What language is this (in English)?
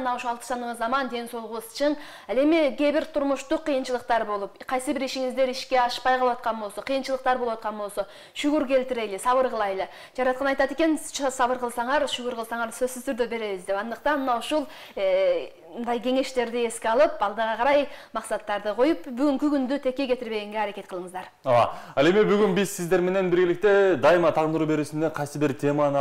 Kyrgyz